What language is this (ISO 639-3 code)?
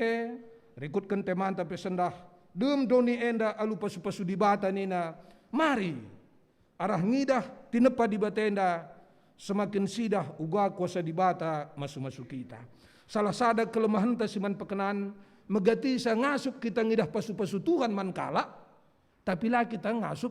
btx